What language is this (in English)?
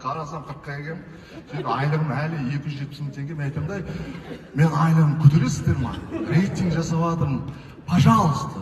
Kazakh